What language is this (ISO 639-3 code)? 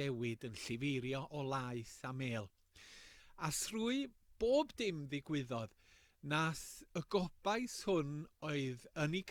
cym